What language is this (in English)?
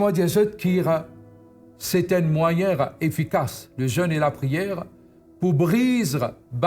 Morisyen